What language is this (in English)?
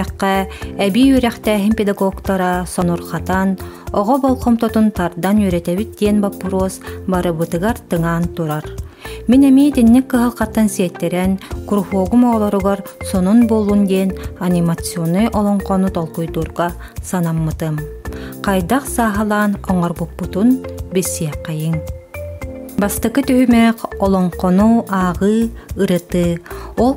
Yakut